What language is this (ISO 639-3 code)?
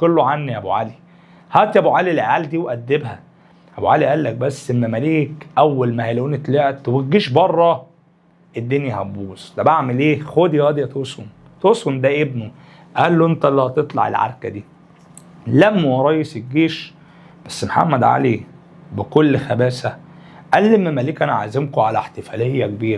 arz